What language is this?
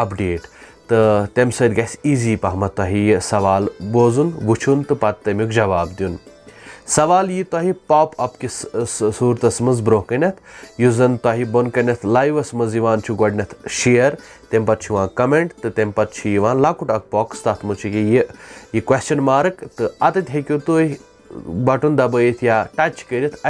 Kashmiri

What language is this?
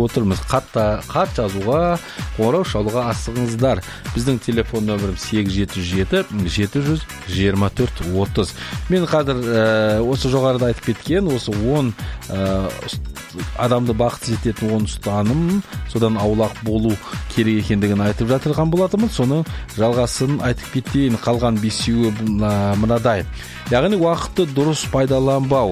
Kazakh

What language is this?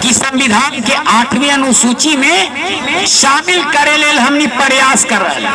Magahi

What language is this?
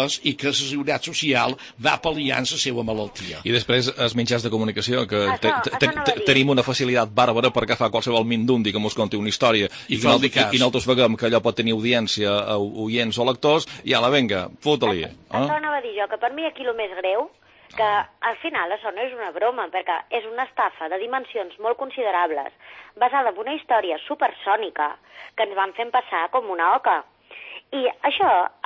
Catalan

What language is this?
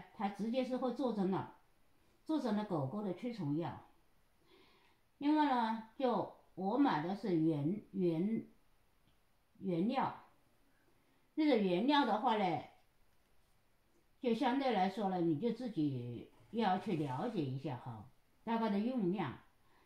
Chinese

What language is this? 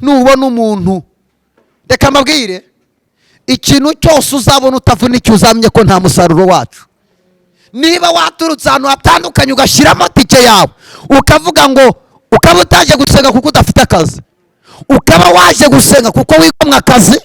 Kinyarwanda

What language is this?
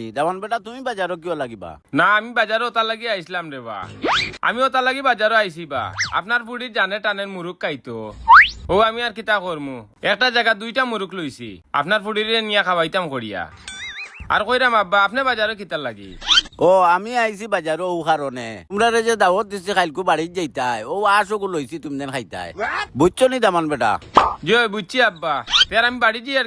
Sylheti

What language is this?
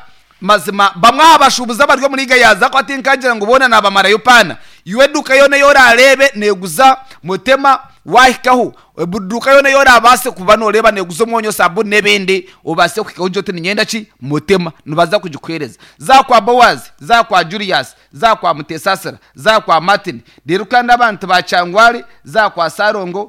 Nyankole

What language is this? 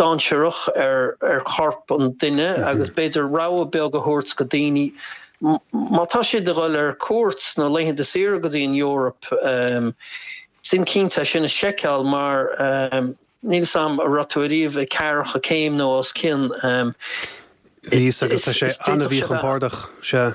Irish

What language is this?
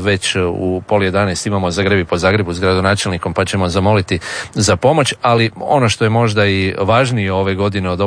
Croatian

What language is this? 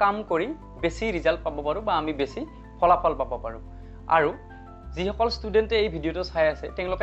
Assamese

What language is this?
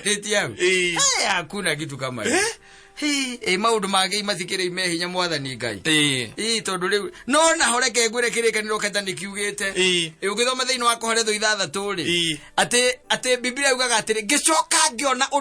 Kikuyu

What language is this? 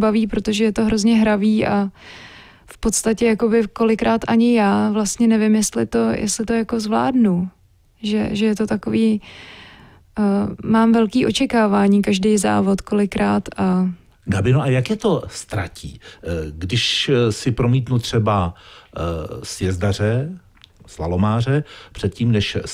Czech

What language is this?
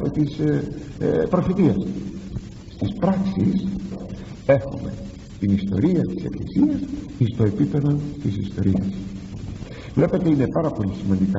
Greek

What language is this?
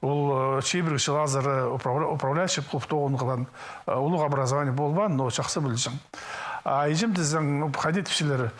Khakas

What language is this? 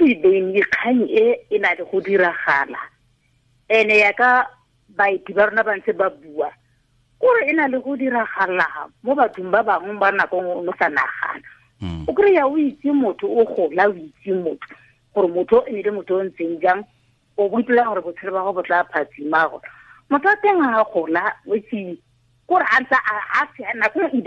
Tswana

